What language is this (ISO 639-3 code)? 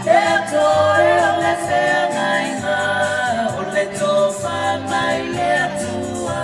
smo